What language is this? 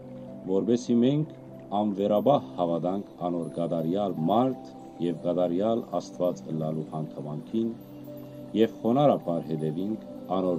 Western Armenian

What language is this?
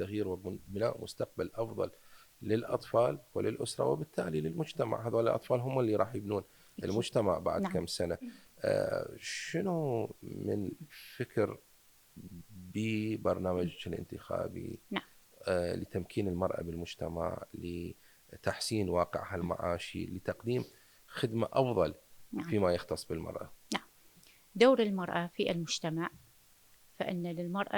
Mesopotamian Arabic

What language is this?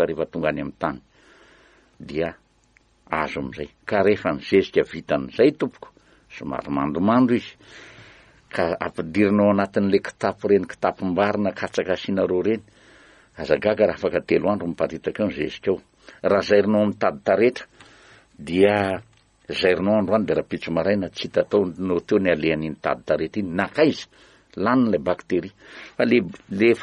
Malagasy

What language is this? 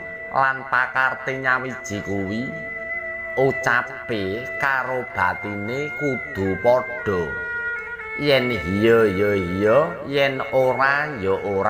Javanese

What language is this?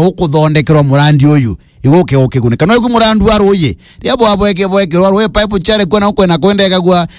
Meru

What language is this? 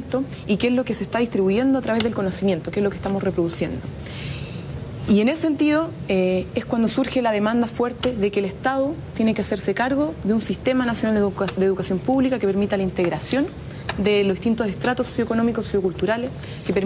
Spanish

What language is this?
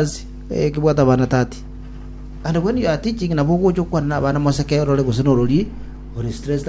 Gusii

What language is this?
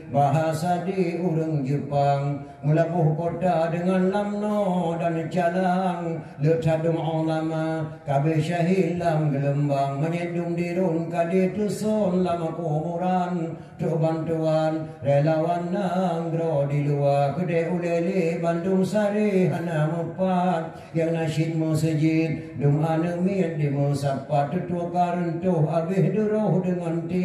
Achinese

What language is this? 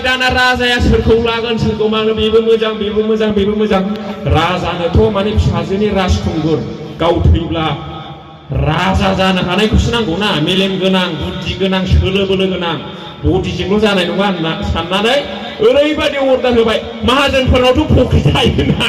Bodo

